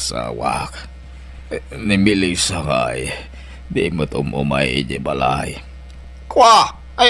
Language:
Iloko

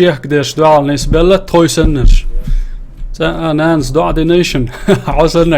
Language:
Chechen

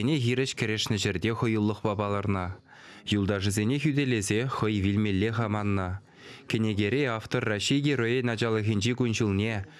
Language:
Chuvash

